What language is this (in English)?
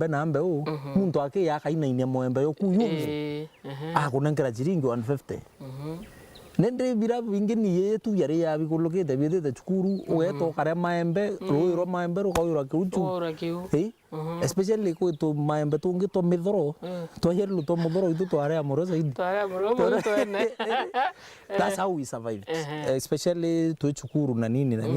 Meru